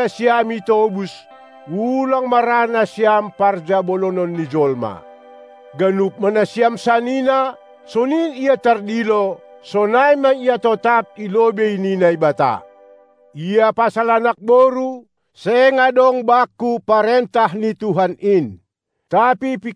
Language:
Batak Simalungun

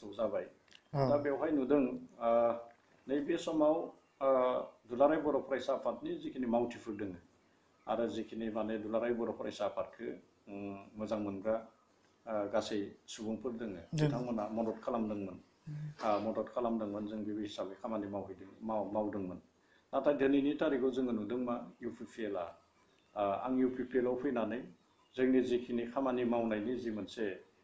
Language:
Bodo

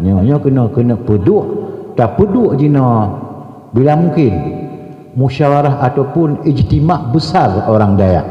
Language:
Achinese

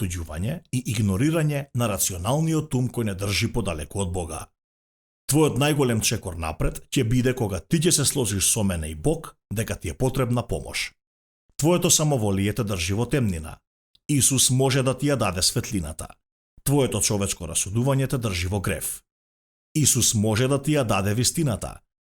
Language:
Macedonian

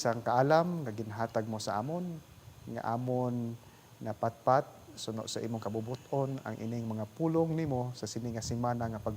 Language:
Hiligaynon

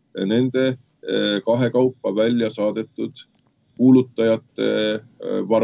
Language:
Estonian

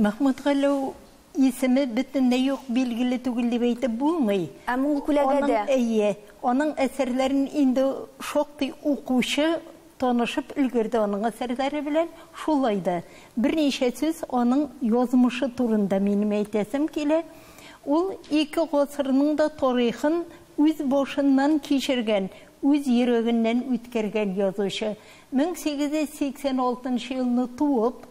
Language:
Tatar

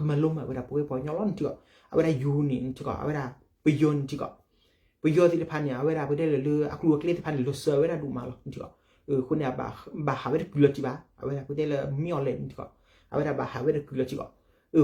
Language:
S'gaw Karen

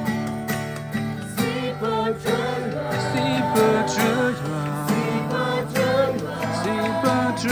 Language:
S'gaw Karen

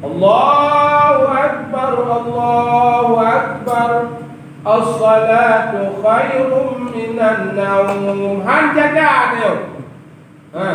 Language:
Achinese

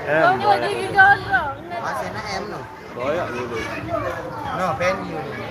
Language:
Sasak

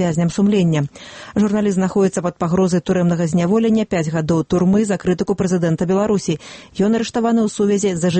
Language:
Belarusian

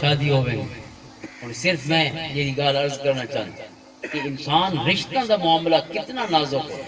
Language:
Western Panjabi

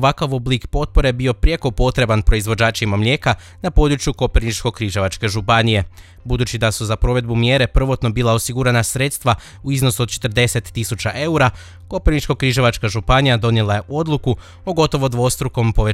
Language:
Croatian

